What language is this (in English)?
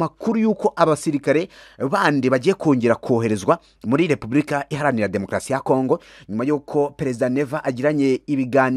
Kinyarwanda